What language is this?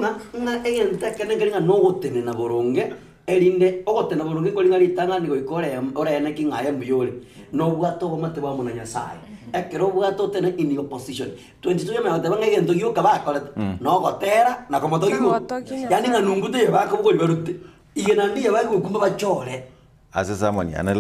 Gusii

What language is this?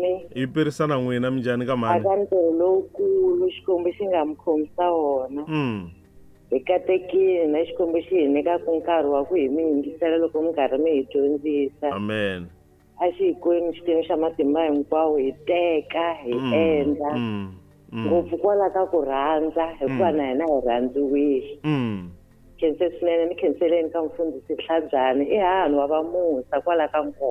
Tsonga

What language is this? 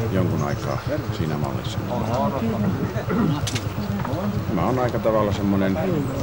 Finnish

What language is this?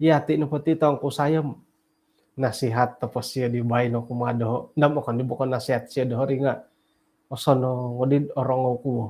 Central Dusun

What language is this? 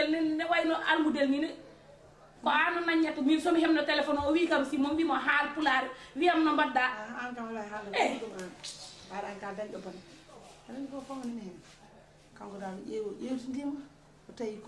Fula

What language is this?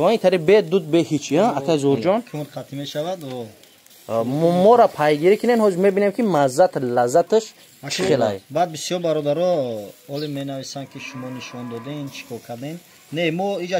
Tajik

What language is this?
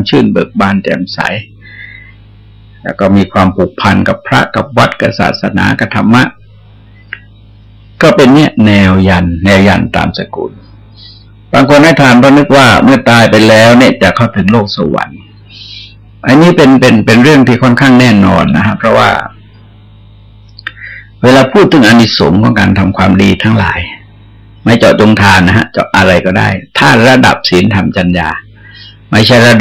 Thai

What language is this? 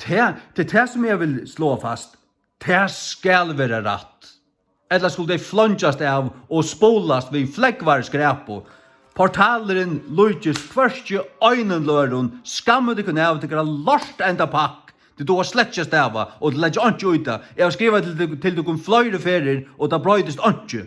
Faroese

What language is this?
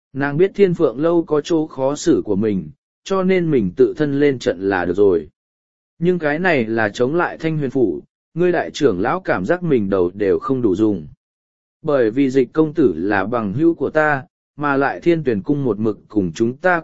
Vietnamese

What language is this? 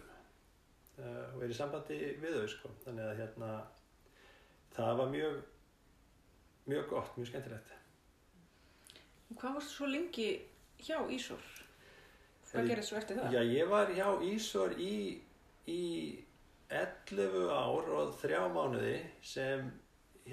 Icelandic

